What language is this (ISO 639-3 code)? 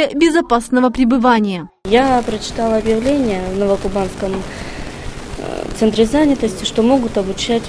rus